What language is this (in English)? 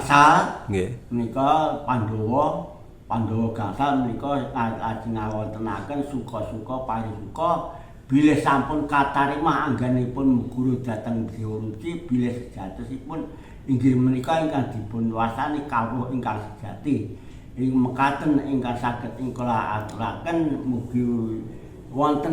Javanese